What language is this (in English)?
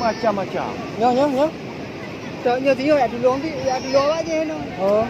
Achinese